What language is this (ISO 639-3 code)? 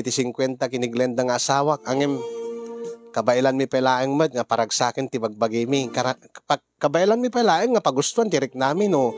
ilo